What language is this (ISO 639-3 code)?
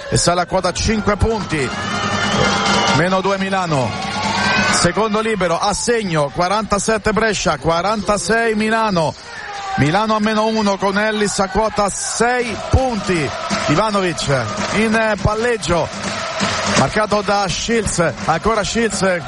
ita